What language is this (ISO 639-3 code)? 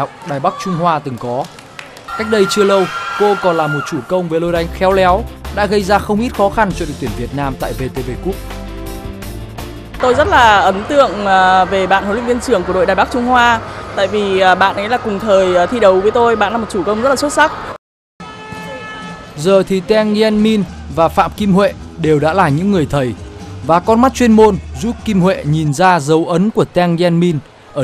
vie